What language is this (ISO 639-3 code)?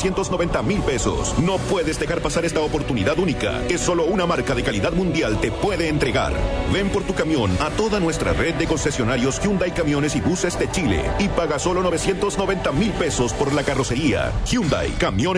spa